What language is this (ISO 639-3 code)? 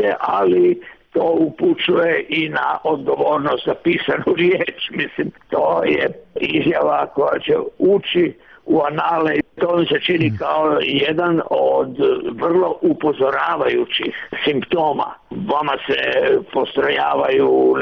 hrv